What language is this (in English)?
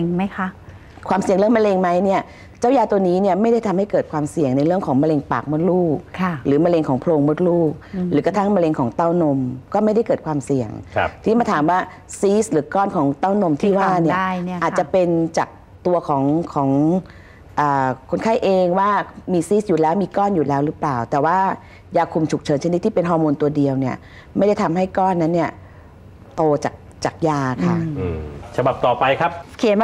Thai